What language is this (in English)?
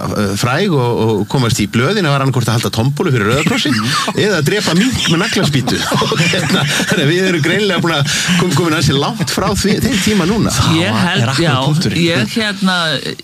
Icelandic